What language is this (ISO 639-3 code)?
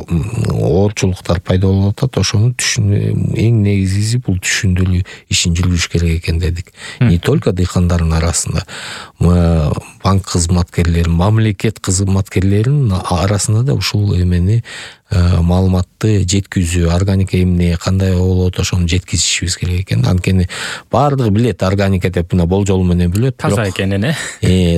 kir